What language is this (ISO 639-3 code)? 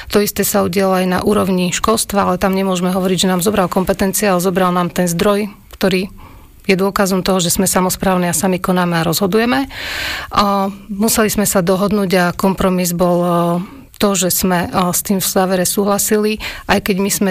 slk